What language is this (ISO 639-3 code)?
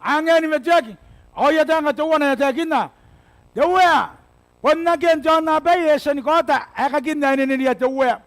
gil